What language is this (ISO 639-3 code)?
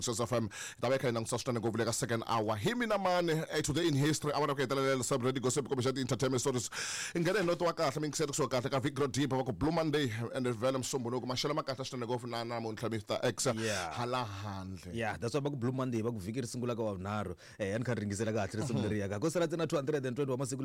tso